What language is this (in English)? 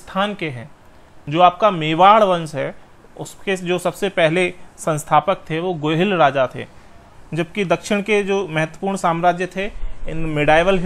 Hindi